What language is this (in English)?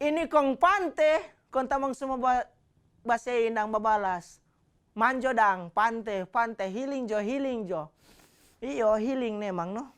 Manado Malay